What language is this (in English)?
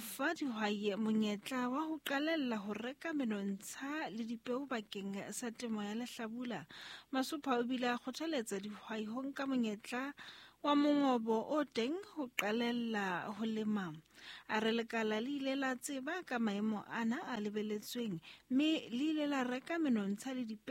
Southern Sotho